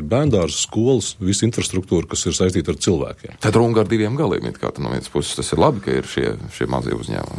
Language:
Latvian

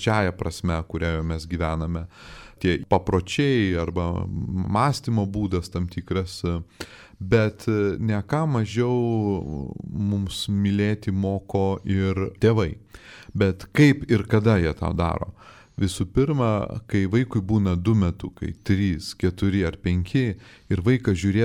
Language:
Lithuanian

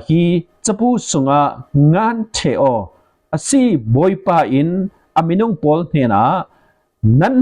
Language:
Falam Chin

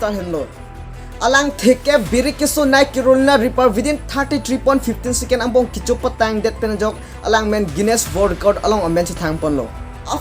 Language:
Karbi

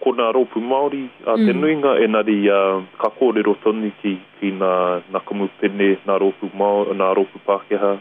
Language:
Māori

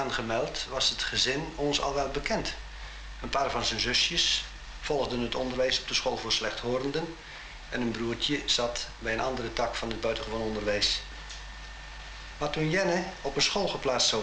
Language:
Dutch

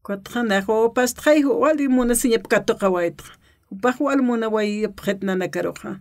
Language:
Aymara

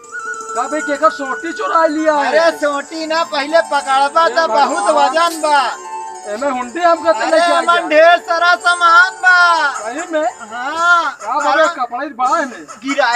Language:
Awadhi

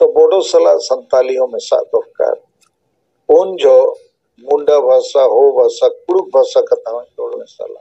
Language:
Santali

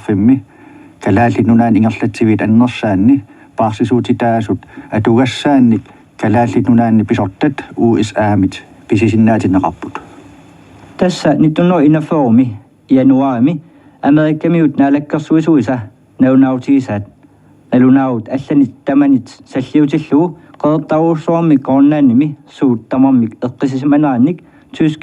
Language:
Kalaallisut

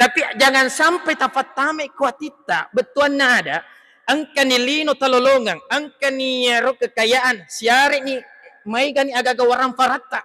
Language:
Buginese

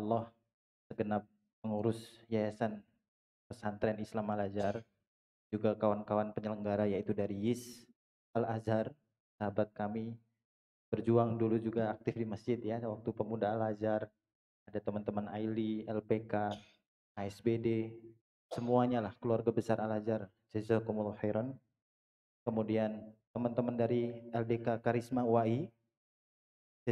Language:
Indonesian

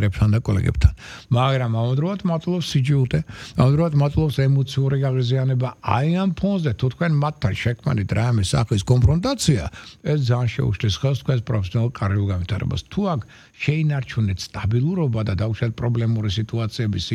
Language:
Georgian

